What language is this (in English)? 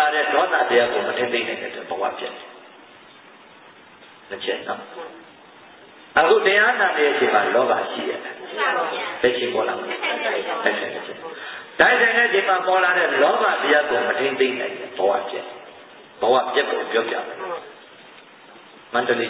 Burmese